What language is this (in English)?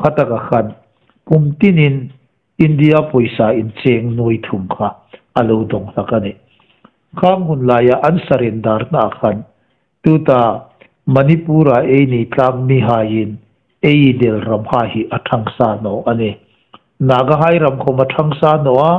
Hmar